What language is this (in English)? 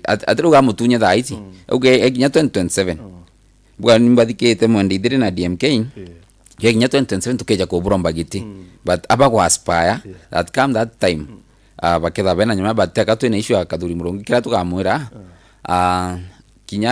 Meru